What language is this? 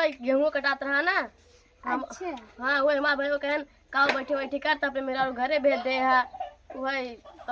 Awadhi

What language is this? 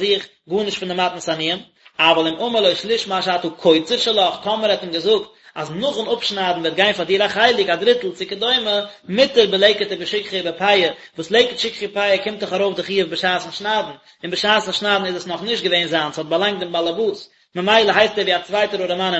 Yiddish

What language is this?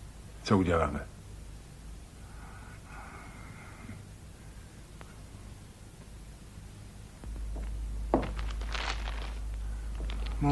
Czech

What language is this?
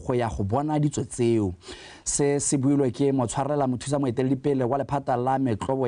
Tswana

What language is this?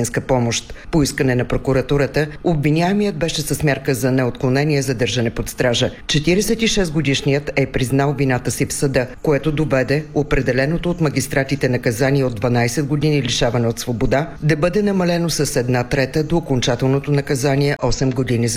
Bulgarian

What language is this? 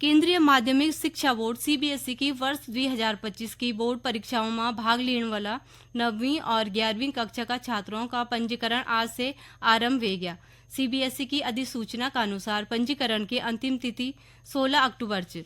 Garhwali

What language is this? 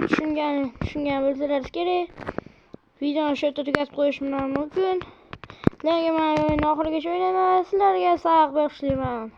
Uzbek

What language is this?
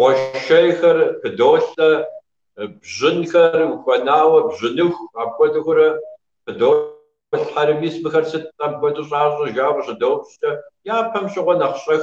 Kabardian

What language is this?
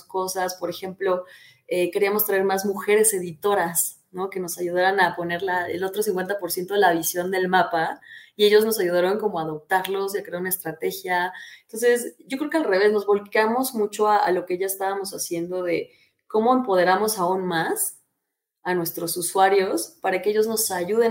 Spanish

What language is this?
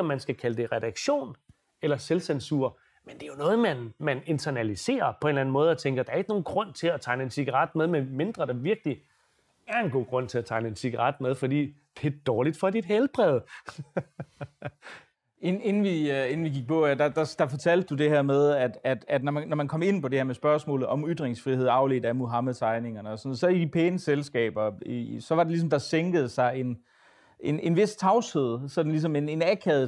Danish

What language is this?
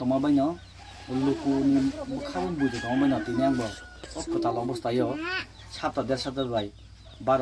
Kok Borok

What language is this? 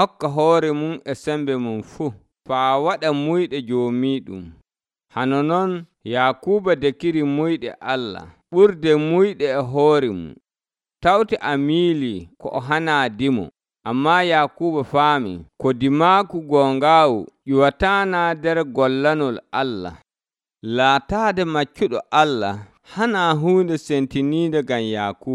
Nigerian Fulfulde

